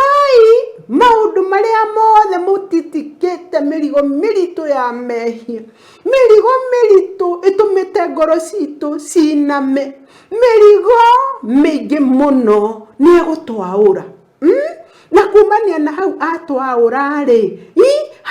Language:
Kikuyu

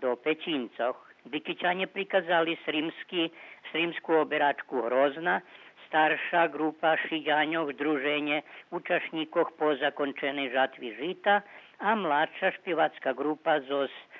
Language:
Rusyn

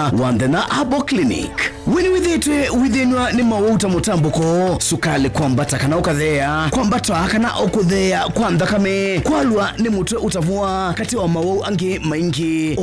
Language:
Kamba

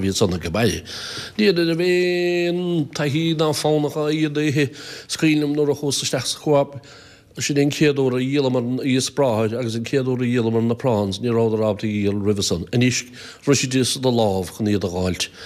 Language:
Irish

